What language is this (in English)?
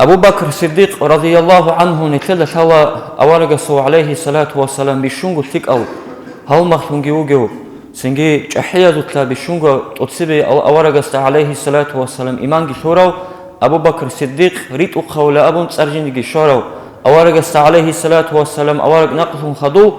Avaric